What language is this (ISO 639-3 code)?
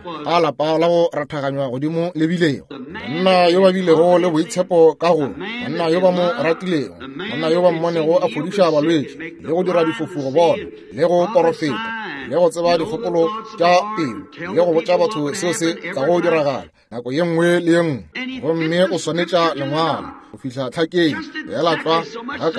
nso